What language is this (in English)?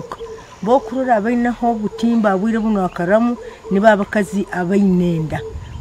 Nyankole